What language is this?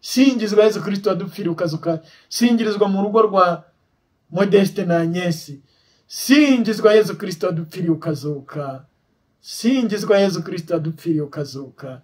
Kinyarwanda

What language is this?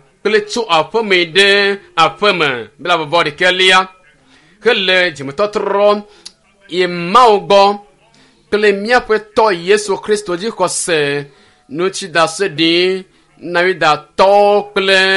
Ewe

